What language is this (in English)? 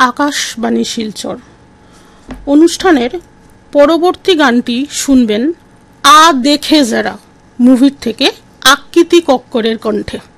Bangla